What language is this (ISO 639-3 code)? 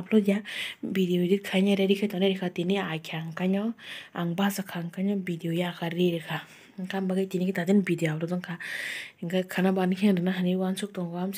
trp